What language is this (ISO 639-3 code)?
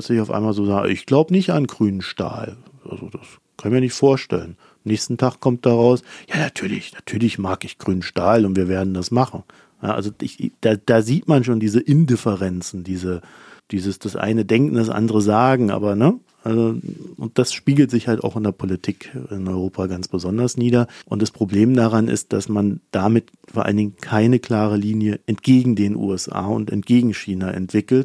deu